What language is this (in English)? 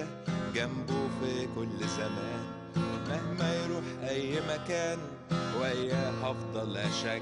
Egyptian Arabic